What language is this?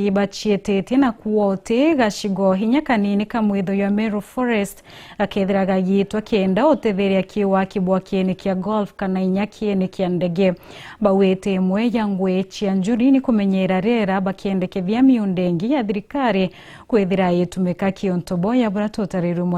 Meru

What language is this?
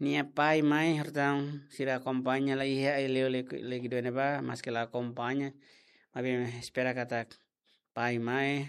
Tetum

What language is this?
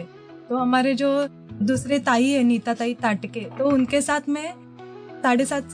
Hindi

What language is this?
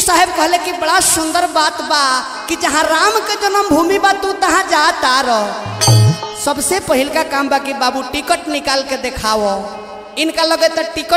Bhojpuri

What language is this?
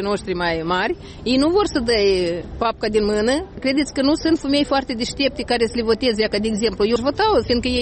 Romanian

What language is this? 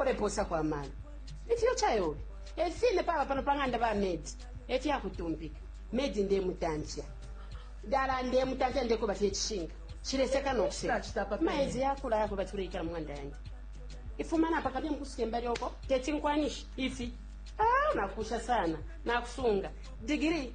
Bemba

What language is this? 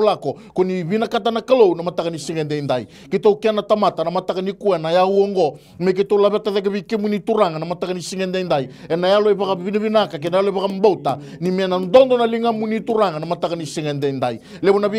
Fijian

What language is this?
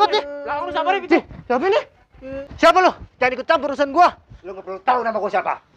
Betawi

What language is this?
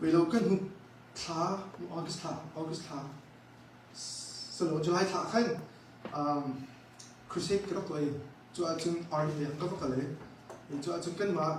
Hakha Chin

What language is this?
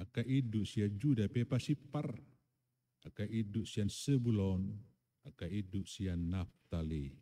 Batak Toba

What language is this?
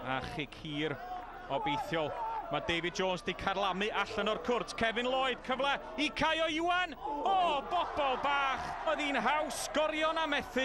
Welsh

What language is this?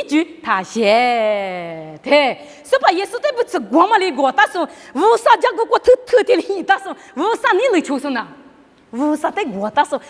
Lisu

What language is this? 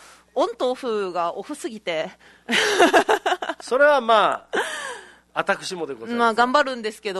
Japanese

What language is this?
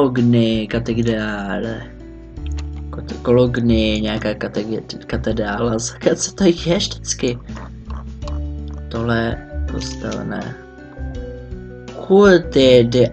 Czech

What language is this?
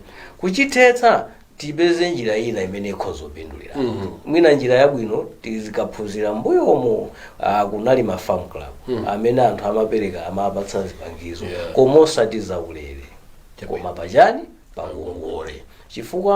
Nyanja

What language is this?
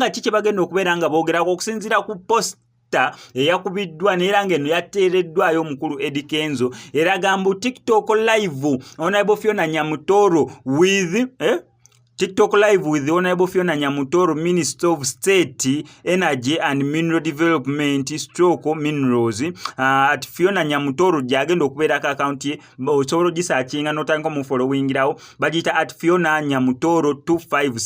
Ganda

